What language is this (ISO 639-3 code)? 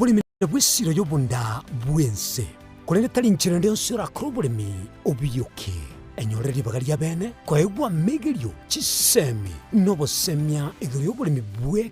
guz